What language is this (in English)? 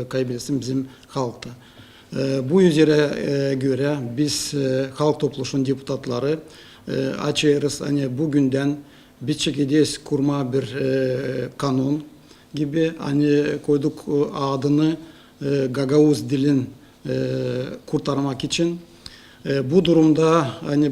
Gagauz